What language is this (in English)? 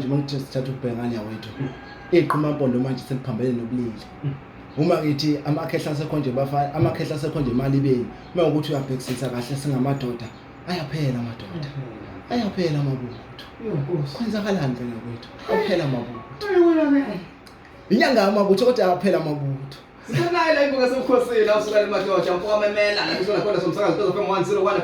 Zulu